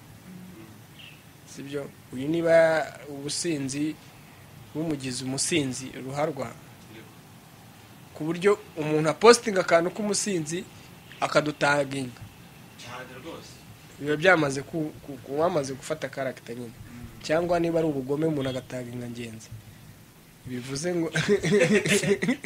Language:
Kinyarwanda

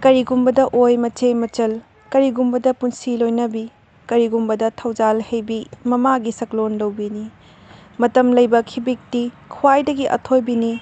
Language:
Manipuri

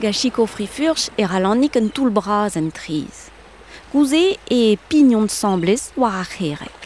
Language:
Breton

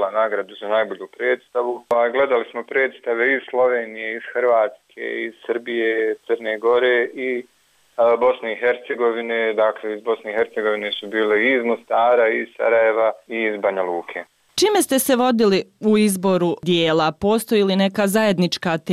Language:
Bosnian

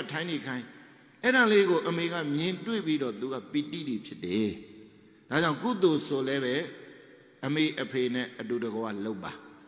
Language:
Burmese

